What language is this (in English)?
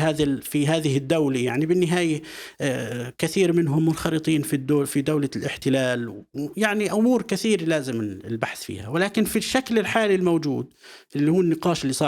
North Levantine Arabic